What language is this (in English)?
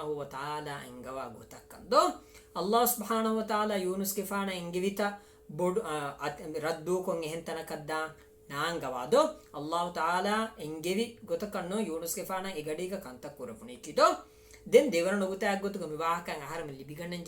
Divehi